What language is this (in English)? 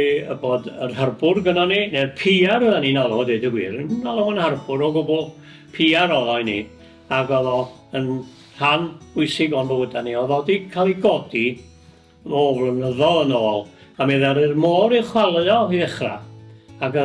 Welsh